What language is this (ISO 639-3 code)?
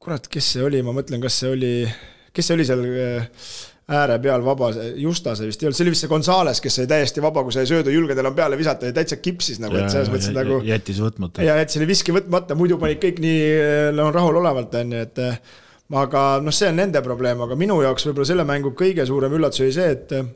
est